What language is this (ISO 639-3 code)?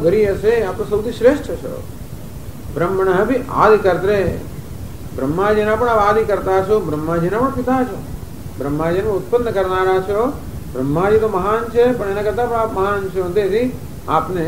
guj